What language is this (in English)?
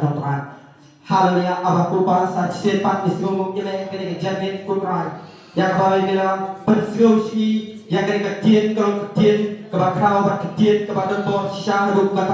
Khasi